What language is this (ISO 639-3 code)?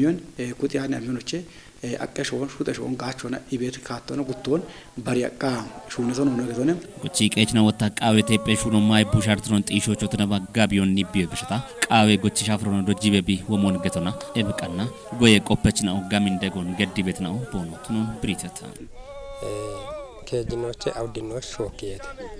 kbr